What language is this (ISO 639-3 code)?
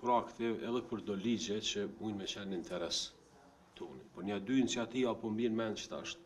sqi